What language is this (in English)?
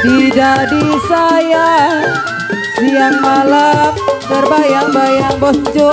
Betawi